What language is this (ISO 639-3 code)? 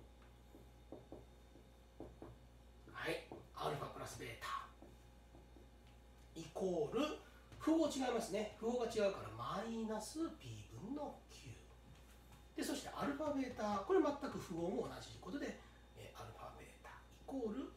jpn